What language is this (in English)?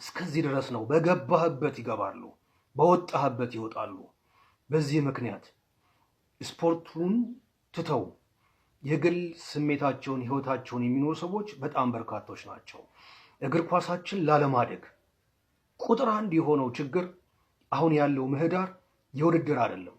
Amharic